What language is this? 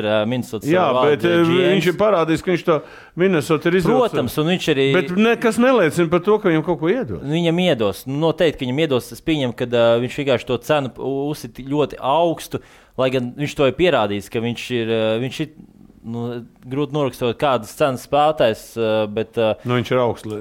Latvian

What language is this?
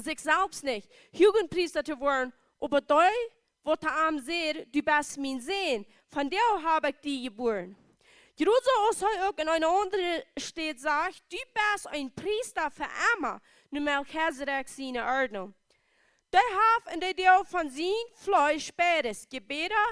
Plautdietsch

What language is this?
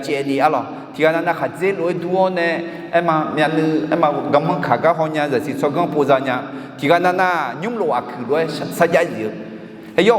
Akha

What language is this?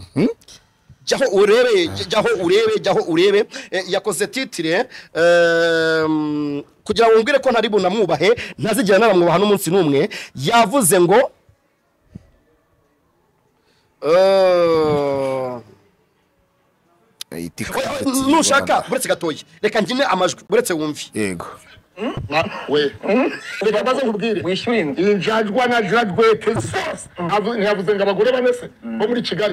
Kinyarwanda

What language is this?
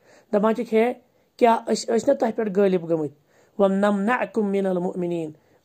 Kashmiri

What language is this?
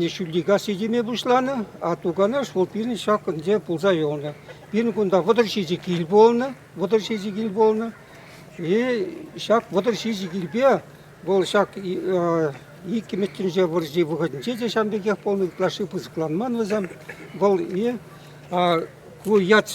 Chuvash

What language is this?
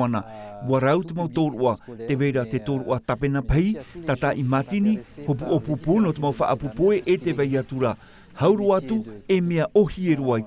Tahitian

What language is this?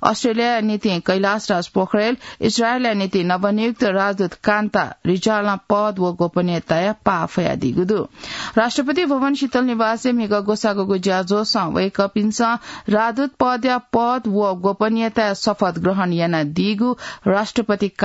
Newari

